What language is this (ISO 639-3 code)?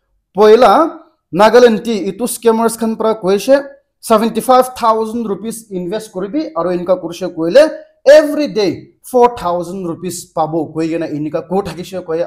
nag